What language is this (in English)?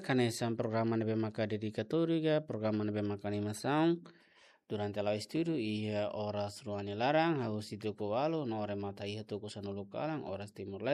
Tetum